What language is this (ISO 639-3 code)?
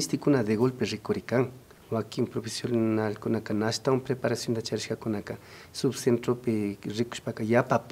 qvi